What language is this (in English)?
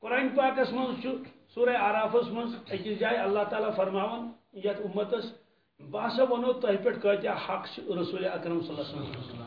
Kashmiri